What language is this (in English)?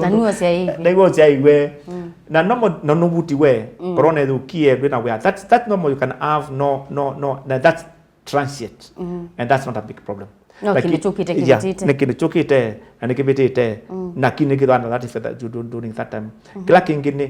Kamba